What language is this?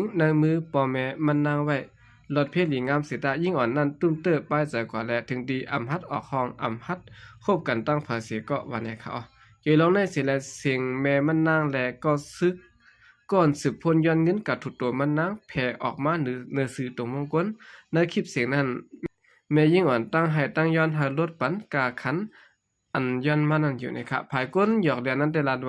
Shan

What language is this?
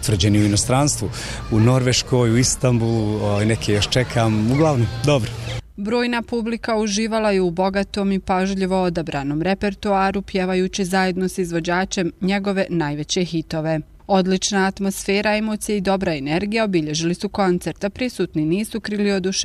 Bosnian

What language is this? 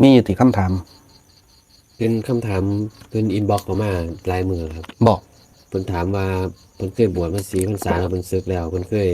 Northeastern Thai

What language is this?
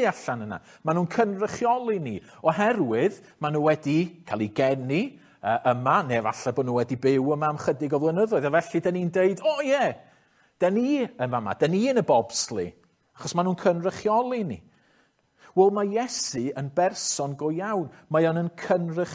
Welsh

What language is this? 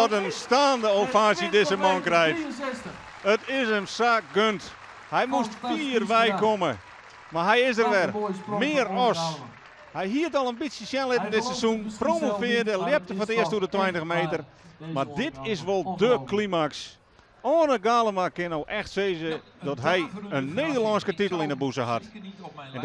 Western Frisian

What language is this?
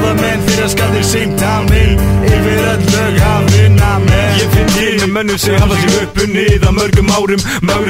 Icelandic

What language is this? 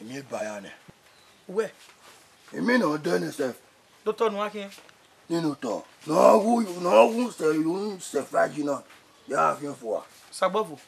Bini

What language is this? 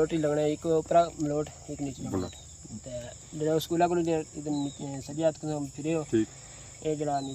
Pahari-Potwari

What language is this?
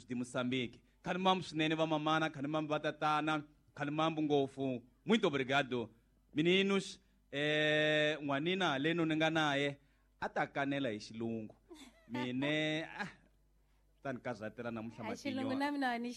Tsonga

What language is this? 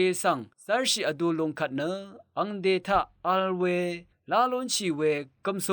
Rawang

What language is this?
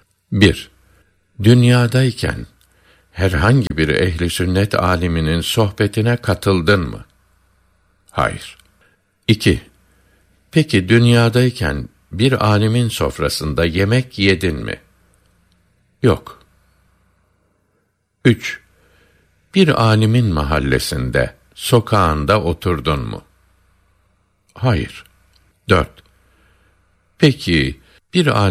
Turkish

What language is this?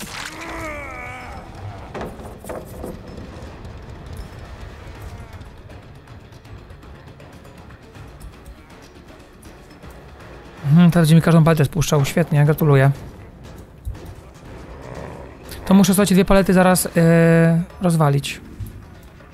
Polish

